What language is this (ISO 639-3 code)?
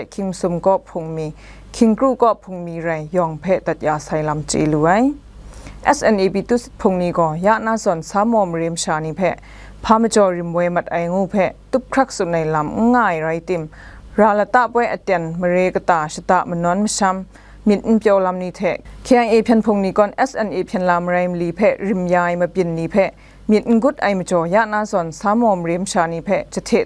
kac